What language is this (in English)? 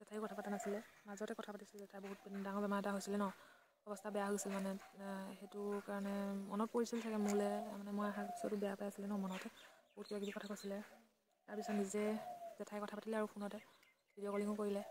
Assamese